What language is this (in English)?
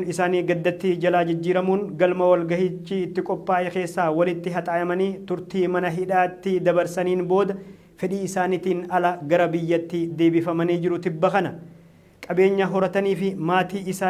Oromo